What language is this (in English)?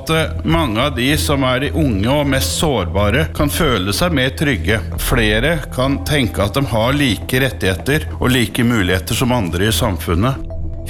Norwegian